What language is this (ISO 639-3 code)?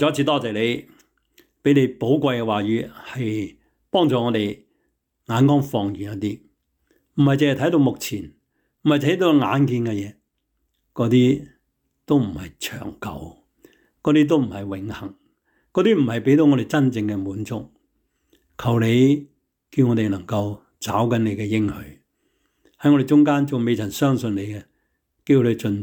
yue